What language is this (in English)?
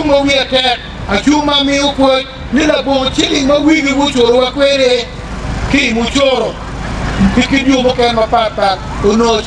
Acoli